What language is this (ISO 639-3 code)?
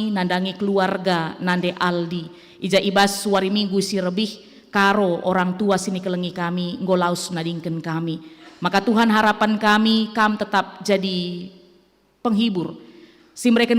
btx